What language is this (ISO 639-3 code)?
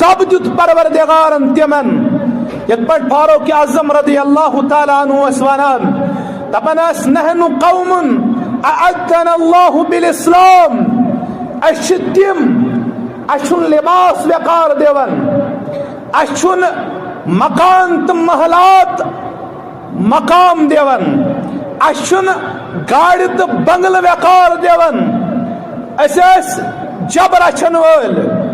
kas